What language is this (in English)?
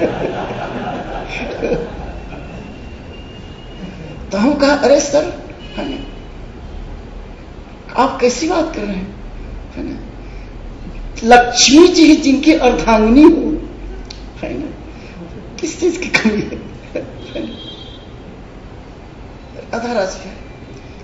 Hindi